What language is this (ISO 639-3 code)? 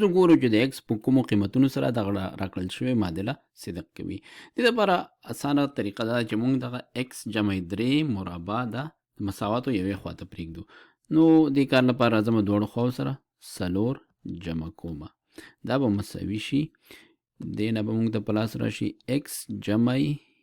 pus